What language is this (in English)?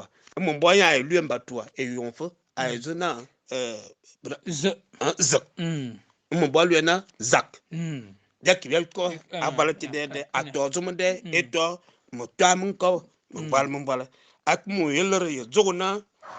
Fang